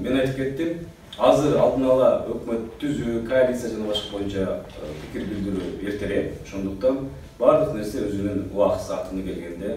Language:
Kyrgyz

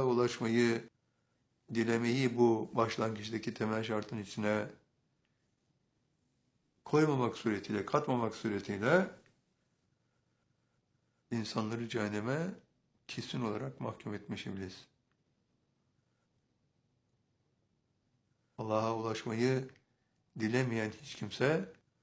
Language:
Turkish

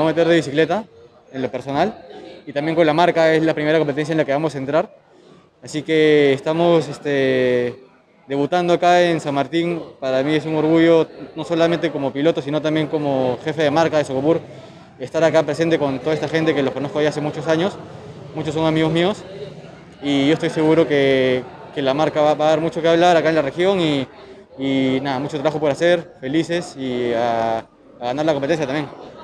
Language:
Spanish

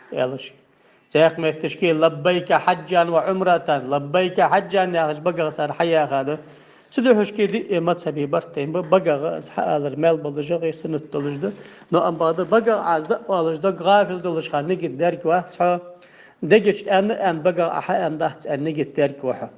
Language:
Ingush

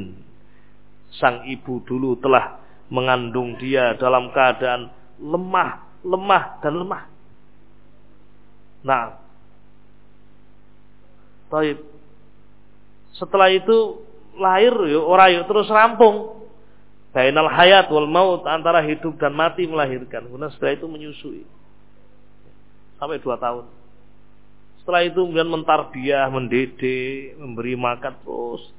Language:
Indonesian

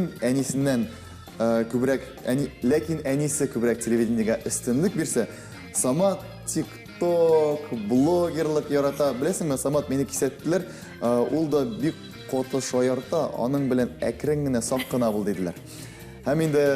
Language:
Tatar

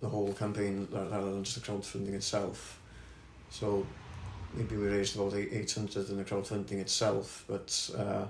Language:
English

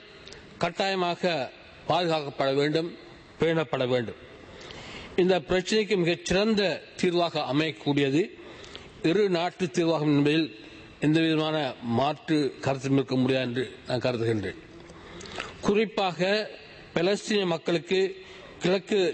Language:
Tamil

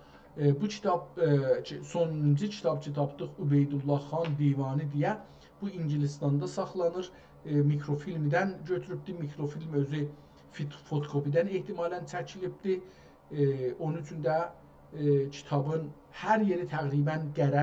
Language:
South Azerbaijani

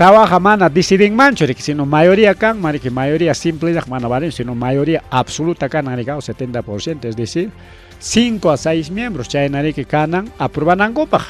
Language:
Ayacucho Quechua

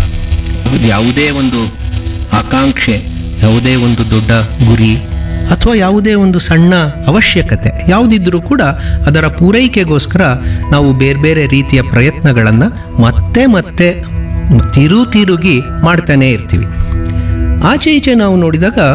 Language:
Kannada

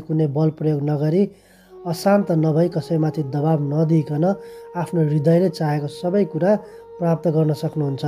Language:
Nepali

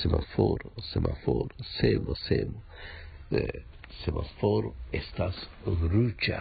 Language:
Esperanto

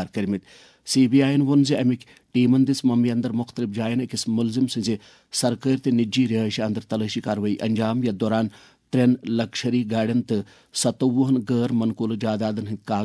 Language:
Kashmiri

